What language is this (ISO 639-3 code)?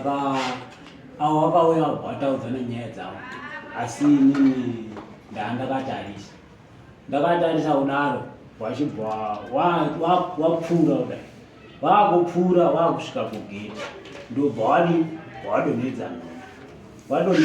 sna